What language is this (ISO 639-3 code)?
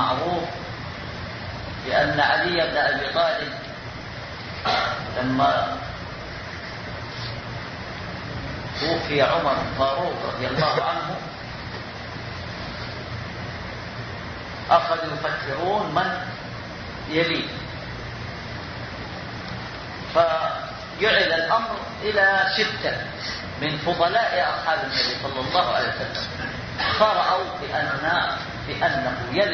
ara